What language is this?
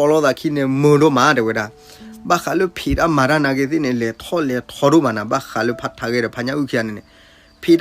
S'gaw Karen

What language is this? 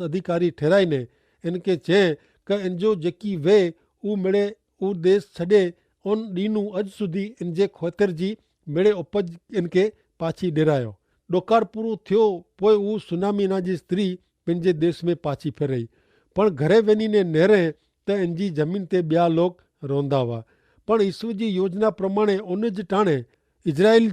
Kachhi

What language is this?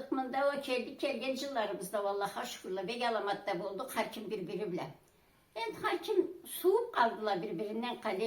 Karachay-Balkar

